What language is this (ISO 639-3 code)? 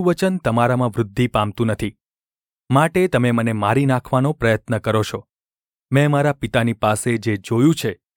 guj